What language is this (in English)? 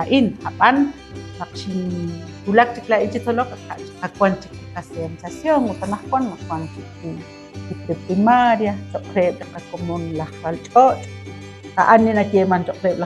Kekchí